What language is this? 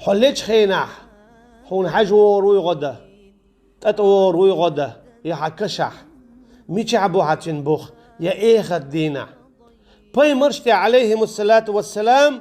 Chechen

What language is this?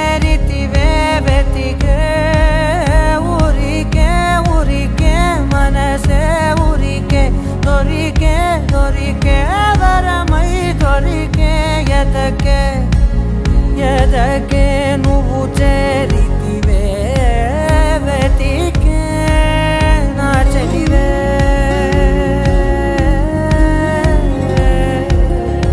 Telugu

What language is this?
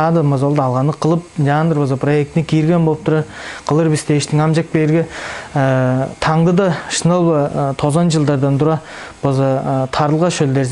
Tuvinian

